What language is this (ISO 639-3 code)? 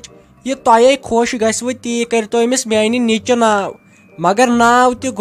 kas